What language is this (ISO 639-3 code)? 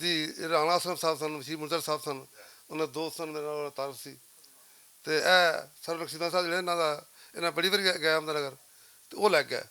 lah